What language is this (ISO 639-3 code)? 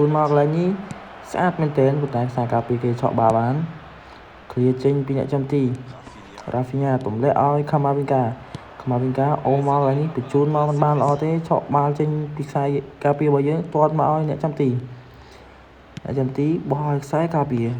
khm